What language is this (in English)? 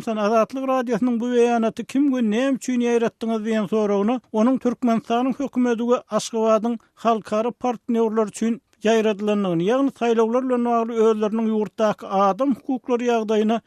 Turkmen